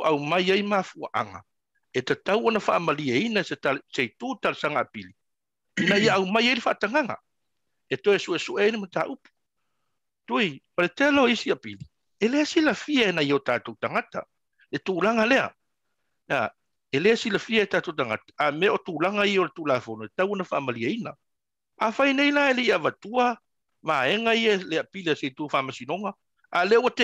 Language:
Samoan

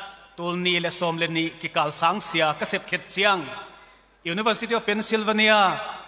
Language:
Tedim Chin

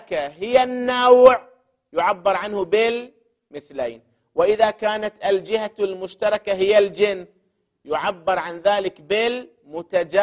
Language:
Arabic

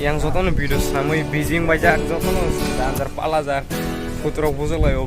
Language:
Kok Borok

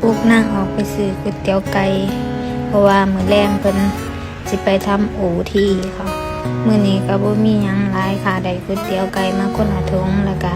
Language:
Northeastern Thai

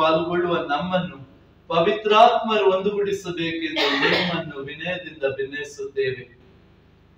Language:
Kannada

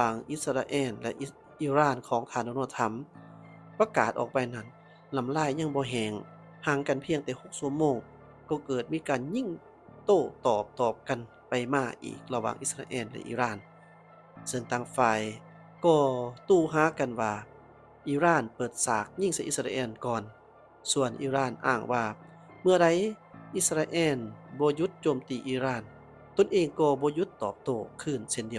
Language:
Lao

